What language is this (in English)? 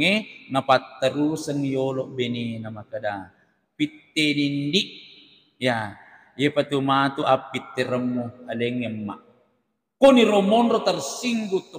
Buginese